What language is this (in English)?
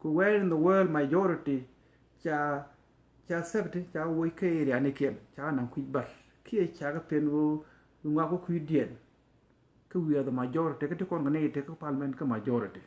Nuer